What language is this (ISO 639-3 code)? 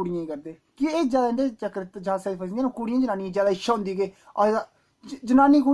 doi